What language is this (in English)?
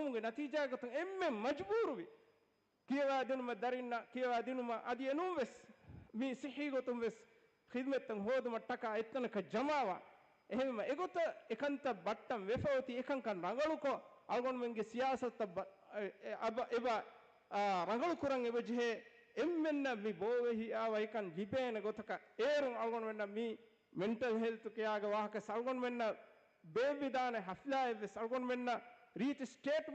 Divehi